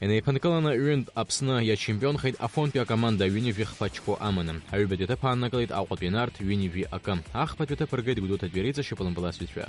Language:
Abkhazian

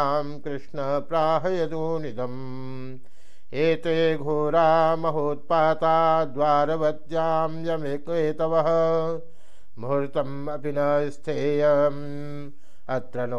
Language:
Sanskrit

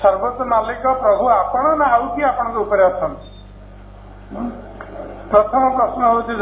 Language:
Odia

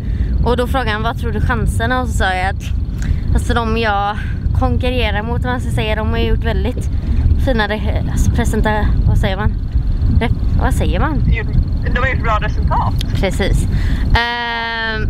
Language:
Swedish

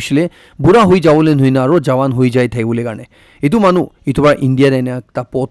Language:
Naga Pidgin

